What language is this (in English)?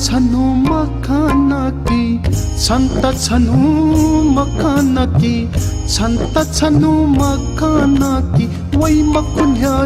Newari